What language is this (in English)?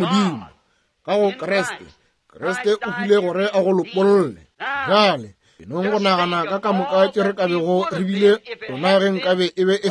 Northern Sotho